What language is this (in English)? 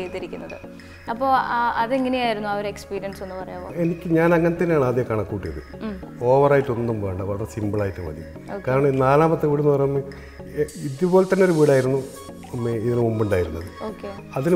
Malayalam